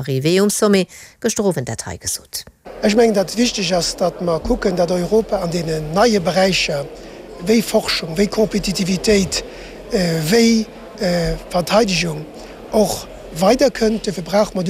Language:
Luxembourgish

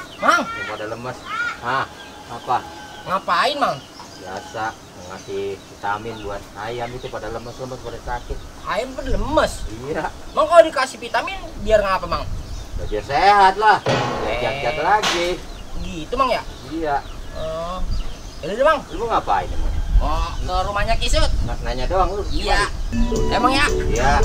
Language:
Betawi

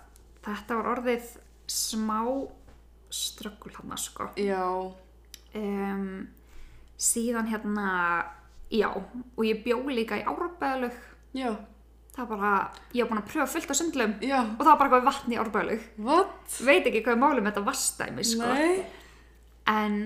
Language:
Icelandic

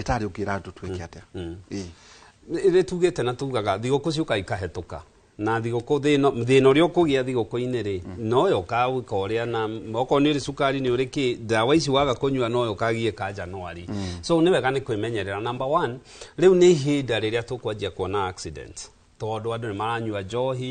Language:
Kikuyu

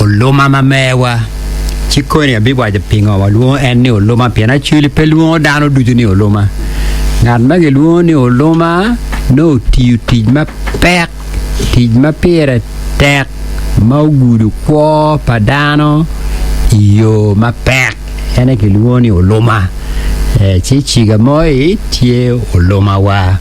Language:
Acoli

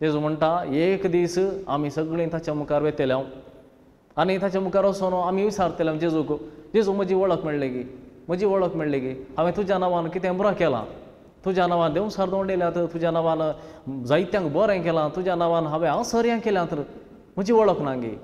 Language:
Konkani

